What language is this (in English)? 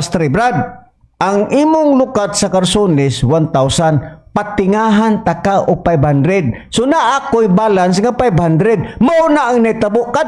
Cebuano